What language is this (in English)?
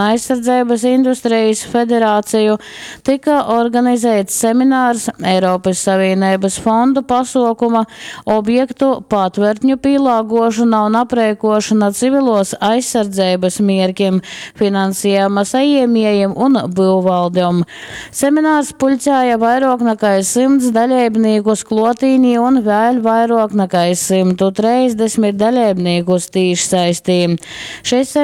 Latgalian